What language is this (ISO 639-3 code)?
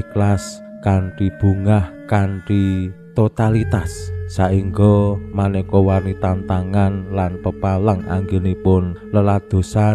jav